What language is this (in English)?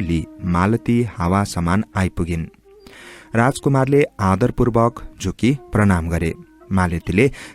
Nepali